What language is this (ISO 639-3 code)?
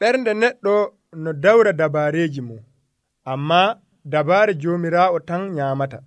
fuv